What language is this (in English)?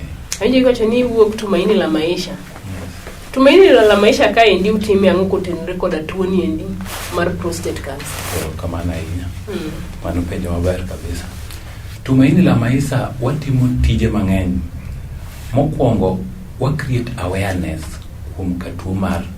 Luo (Kenya and Tanzania)